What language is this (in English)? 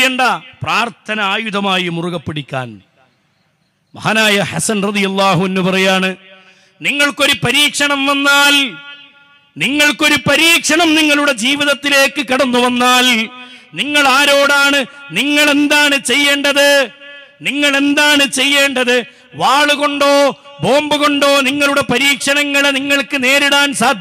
Malayalam